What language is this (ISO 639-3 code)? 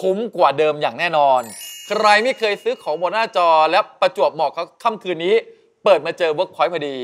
tha